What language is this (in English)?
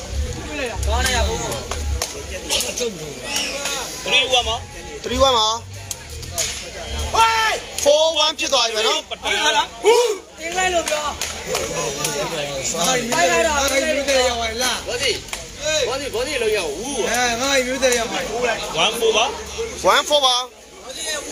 Burmese